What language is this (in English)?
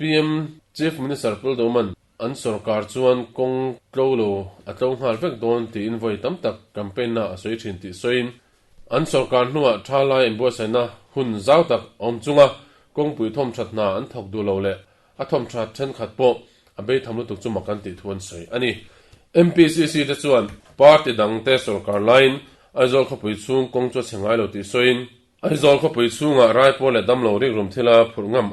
Mizo